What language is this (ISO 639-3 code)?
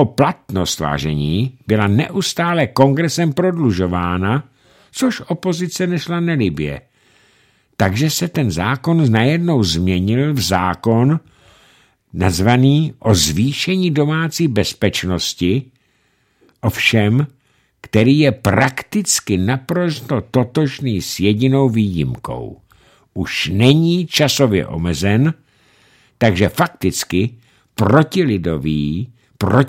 ces